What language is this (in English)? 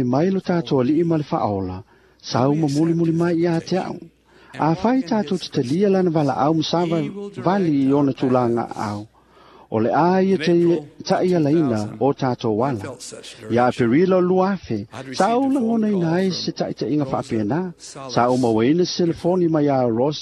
Samoan